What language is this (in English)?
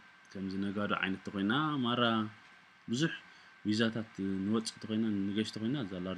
Tigrinya